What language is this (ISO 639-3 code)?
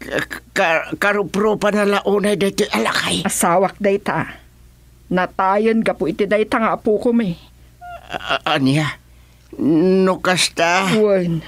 ilo